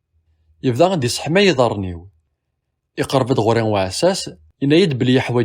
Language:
Kabyle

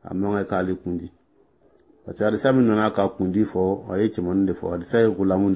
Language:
Dyula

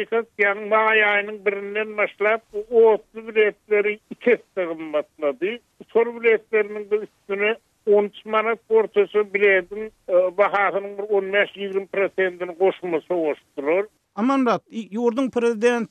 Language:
Turkmen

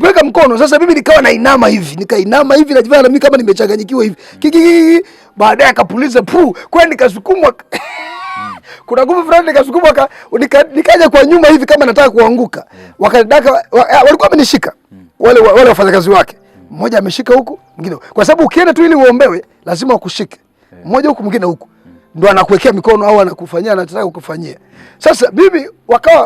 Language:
Swahili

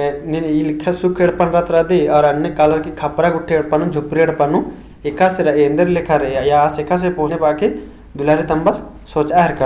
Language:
Kurukh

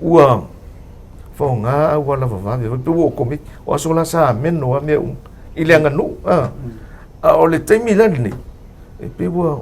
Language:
Samoan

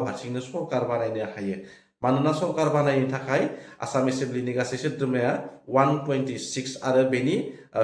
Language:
Bodo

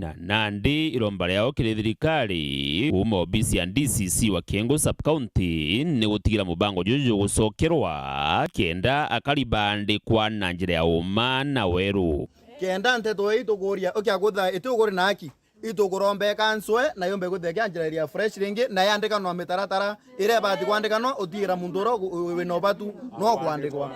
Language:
Meru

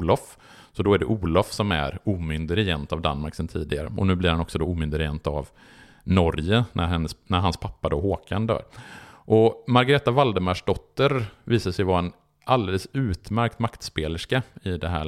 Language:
Swedish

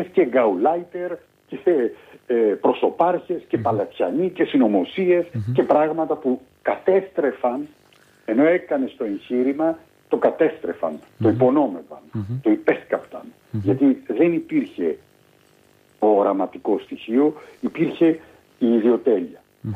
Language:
Greek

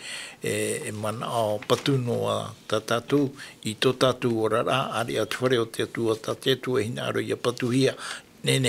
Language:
Tahitian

